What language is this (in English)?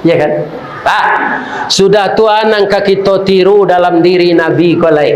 Minangkabau